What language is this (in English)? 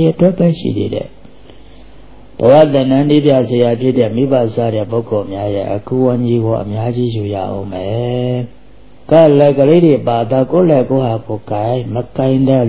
Burmese